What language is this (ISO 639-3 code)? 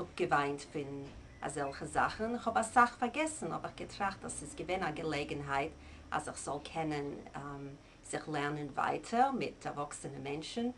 yid